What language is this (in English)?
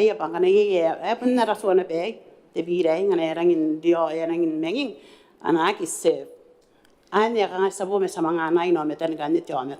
Gilbertese